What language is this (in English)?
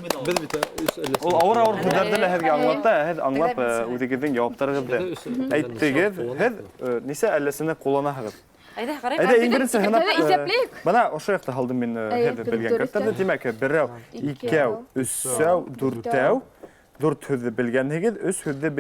Bashkir